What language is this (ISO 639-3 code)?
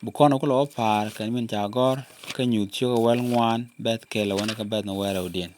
nus